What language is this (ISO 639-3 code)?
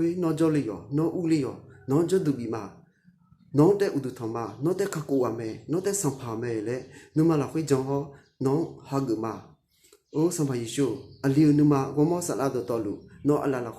ahk